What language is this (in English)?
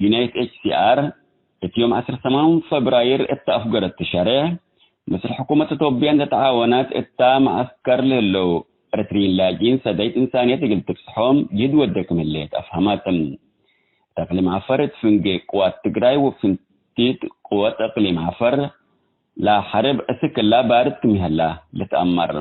Tigre